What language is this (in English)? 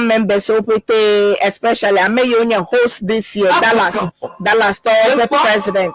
Ewe